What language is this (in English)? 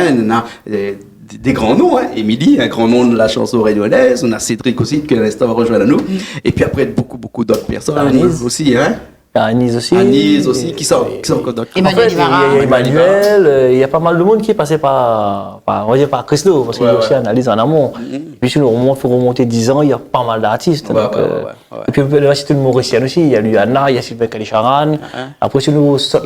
Réunion Creole French